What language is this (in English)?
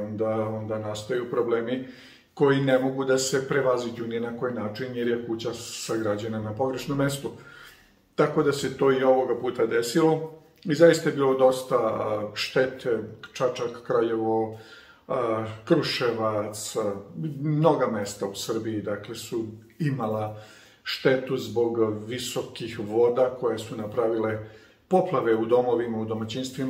Serbian